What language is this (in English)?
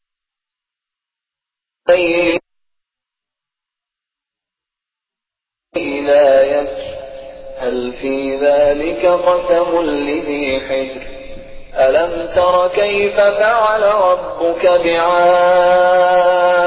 Urdu